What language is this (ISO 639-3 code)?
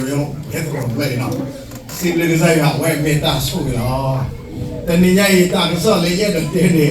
ksw